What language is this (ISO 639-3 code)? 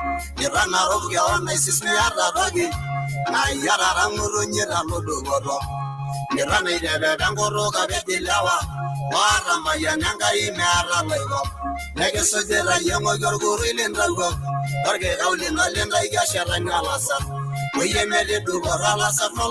mas